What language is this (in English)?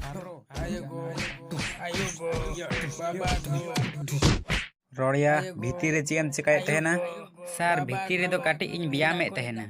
Santali